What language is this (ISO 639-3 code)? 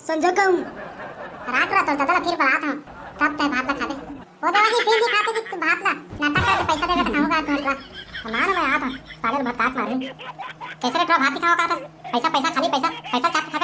hne